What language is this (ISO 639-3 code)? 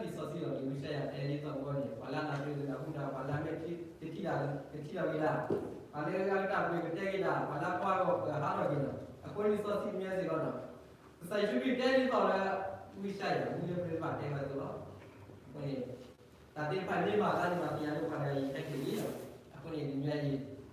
ksw